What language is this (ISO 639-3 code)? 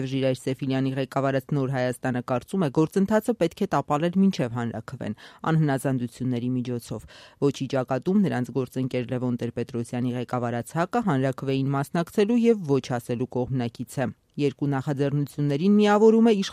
hye